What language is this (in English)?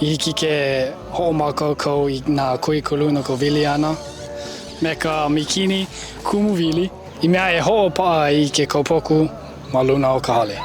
Hawaiian